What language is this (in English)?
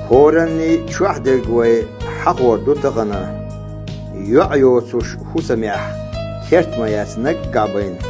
Chechen